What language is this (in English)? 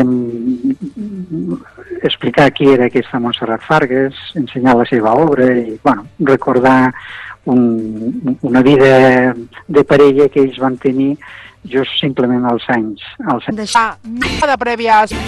Catalan